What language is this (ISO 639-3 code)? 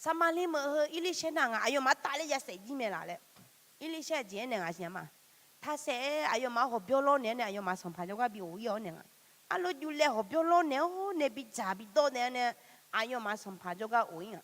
ahk